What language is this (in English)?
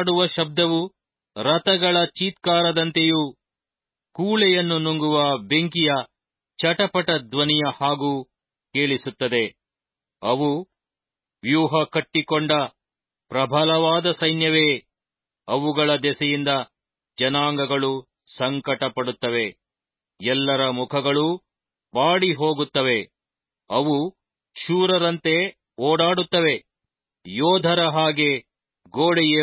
Kannada